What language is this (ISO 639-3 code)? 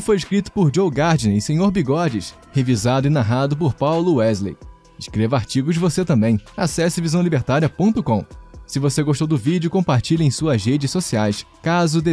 por